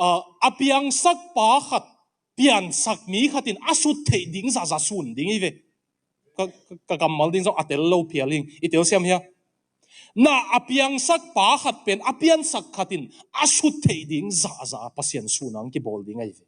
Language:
Tedim Chin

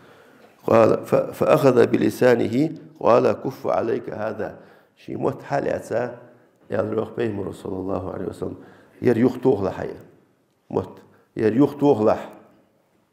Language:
Ingush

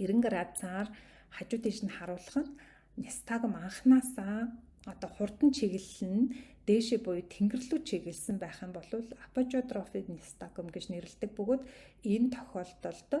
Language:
Mongolian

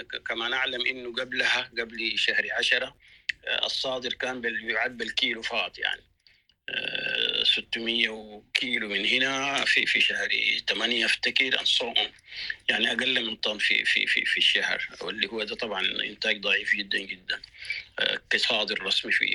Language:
Sudanese Arabic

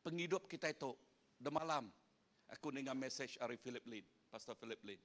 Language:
Iban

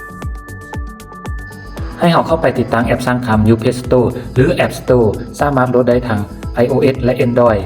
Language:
Lao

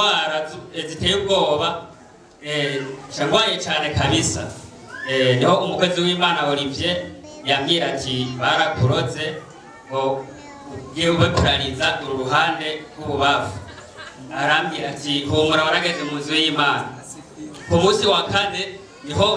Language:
Rundi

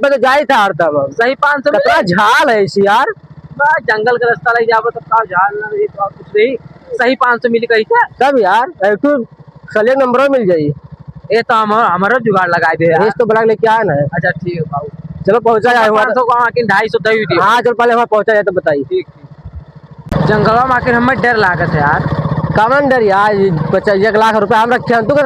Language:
Awadhi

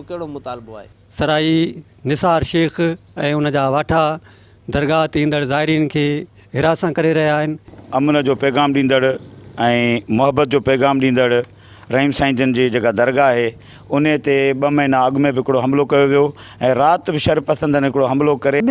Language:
Sindhi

